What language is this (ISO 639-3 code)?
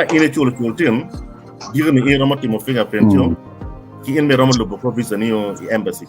ach